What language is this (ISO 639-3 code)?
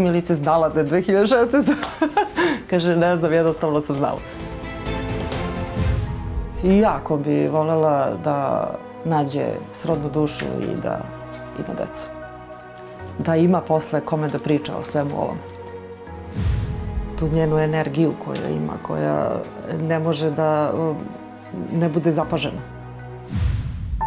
srp